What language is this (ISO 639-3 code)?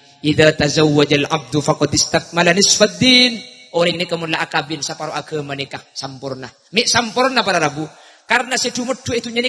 mad